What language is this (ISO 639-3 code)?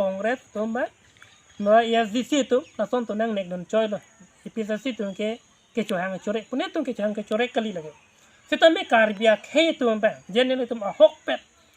mjw